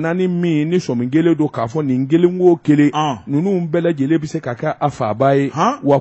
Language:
Bambara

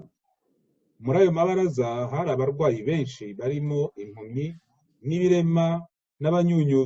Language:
Kinyarwanda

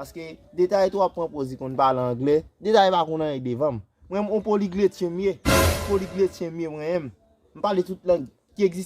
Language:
Haitian Creole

